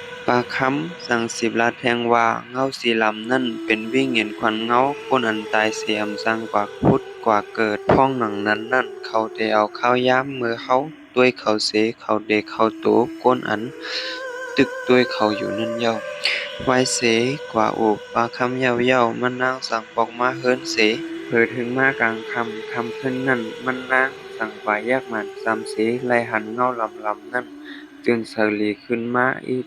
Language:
Shan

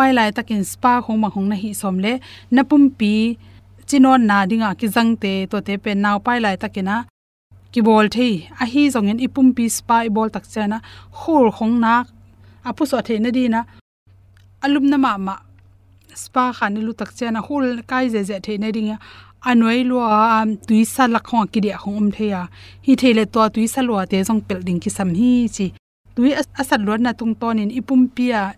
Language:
Tedim Chin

